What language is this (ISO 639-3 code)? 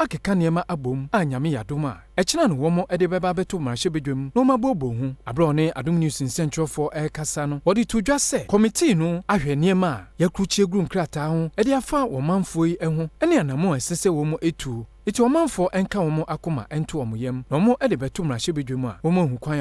aka